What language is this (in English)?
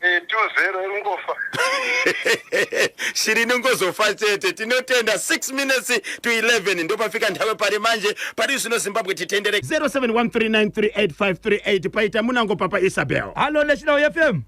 Shona